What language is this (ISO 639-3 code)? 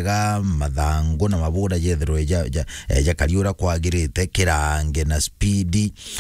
mer